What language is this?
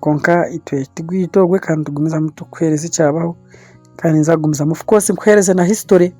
Nyankole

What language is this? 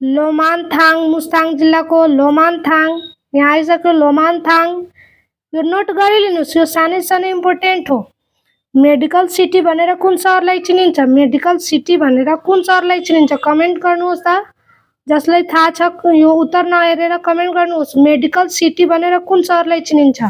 Nepali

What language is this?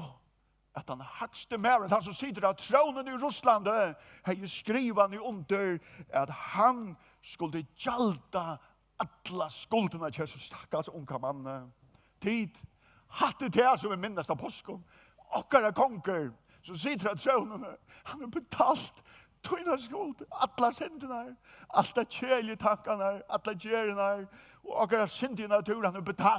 Faroese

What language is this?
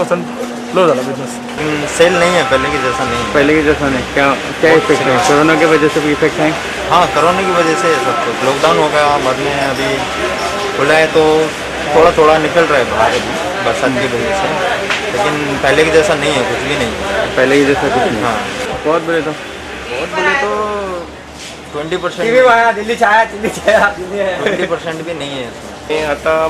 Konkani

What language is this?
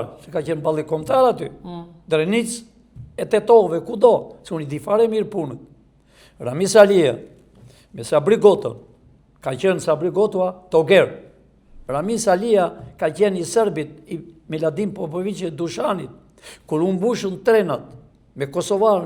Albanian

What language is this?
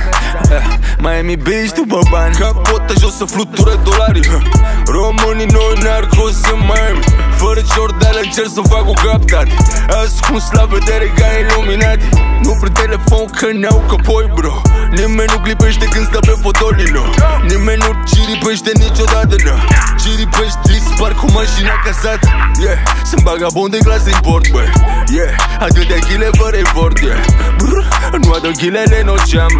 Romanian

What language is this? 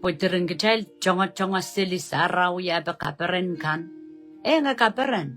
Pohnpeian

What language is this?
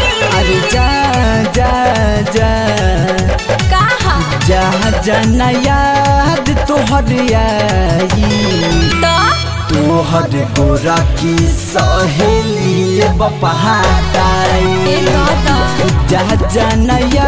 Bhojpuri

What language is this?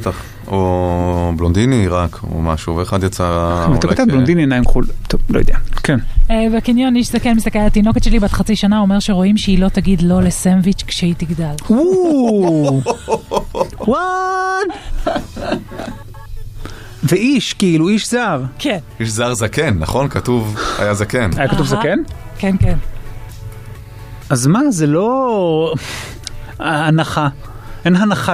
Hebrew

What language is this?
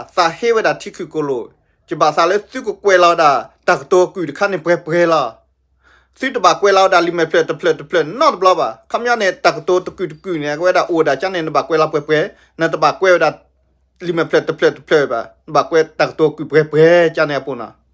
S'gaw Karen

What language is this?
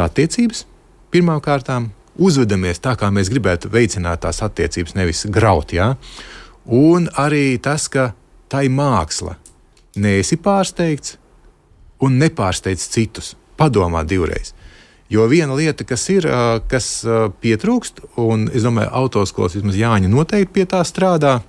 Latvian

